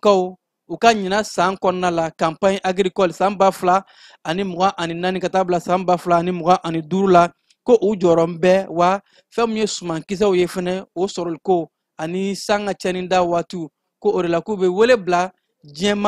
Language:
Bambara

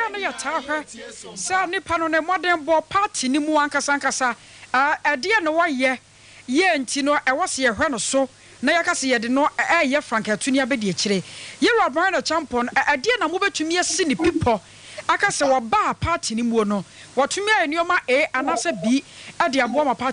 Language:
Akan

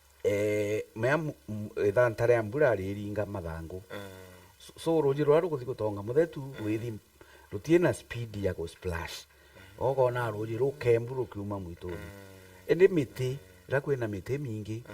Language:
Meru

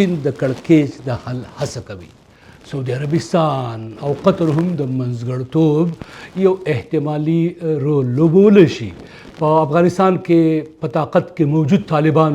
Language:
Pashto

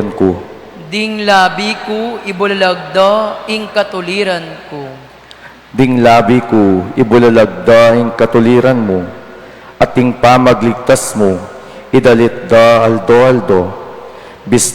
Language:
Pampanga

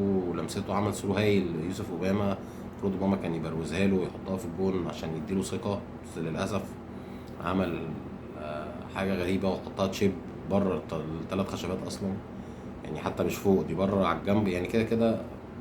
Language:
Egyptian Arabic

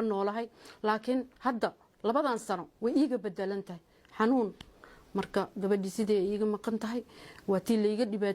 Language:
Somali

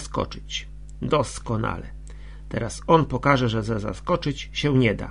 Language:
Polish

